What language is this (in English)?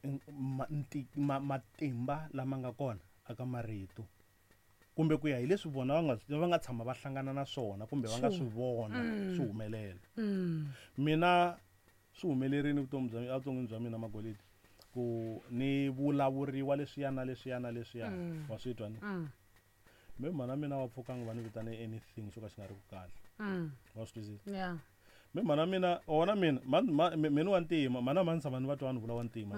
Tsonga